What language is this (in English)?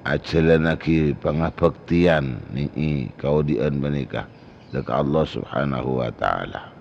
Madurese